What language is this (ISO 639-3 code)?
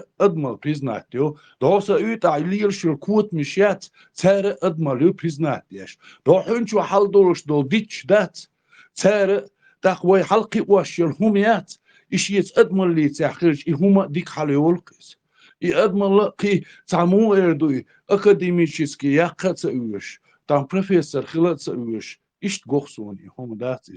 che